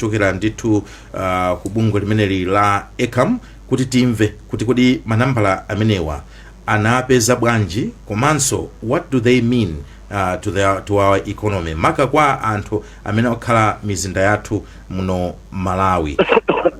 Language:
Nyanja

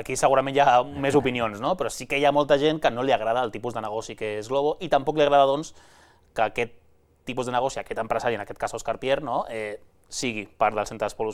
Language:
Catalan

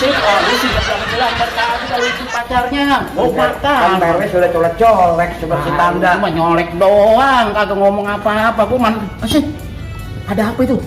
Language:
Betawi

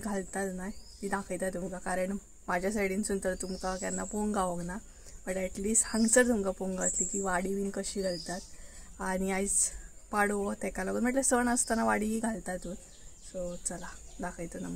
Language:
Konkani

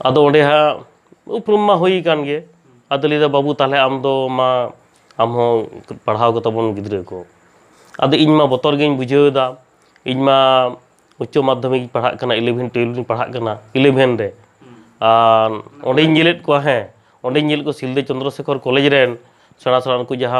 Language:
Santali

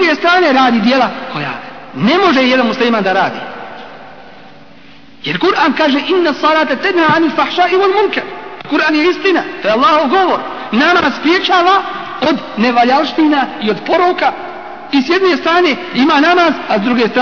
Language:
Bosnian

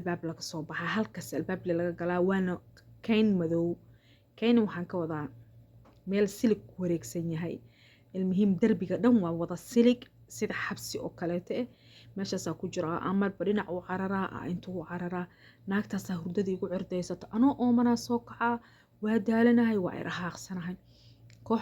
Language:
Somali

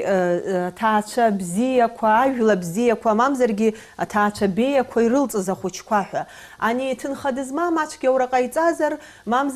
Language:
Abkhazian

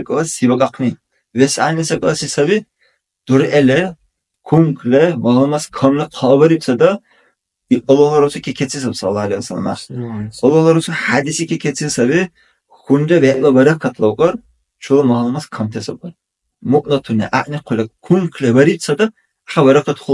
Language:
Dargwa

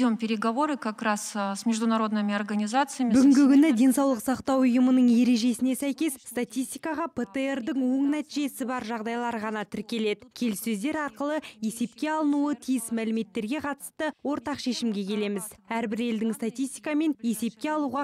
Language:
Kazakh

